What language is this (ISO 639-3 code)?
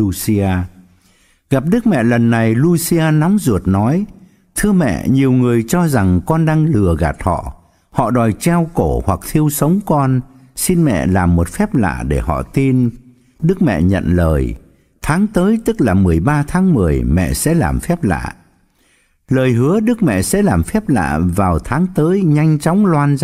vie